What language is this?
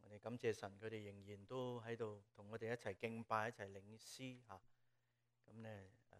Cantonese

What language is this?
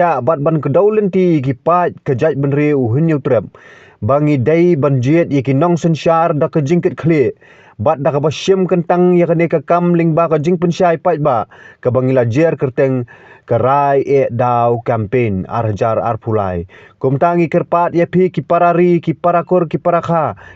Khasi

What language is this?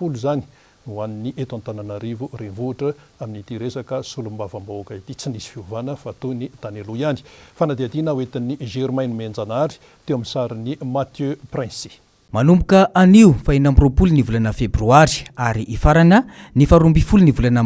Malagasy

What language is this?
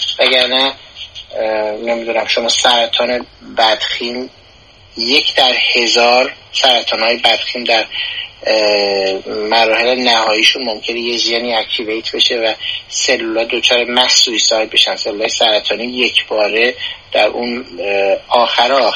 Persian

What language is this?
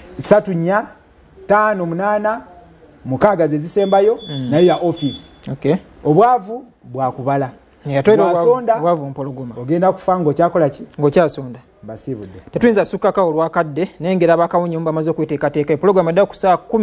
Ganda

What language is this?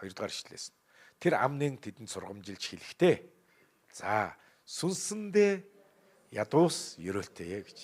Mongolian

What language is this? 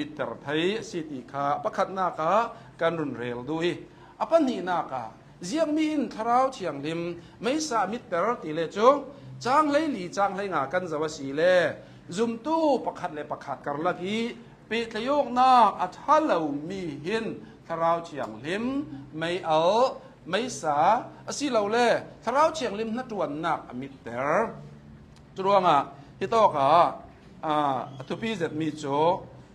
Hakha Chin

